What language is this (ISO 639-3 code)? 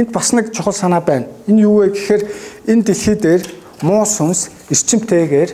mon